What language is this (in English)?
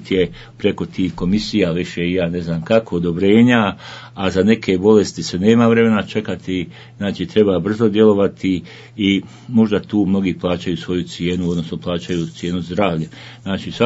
Bosnian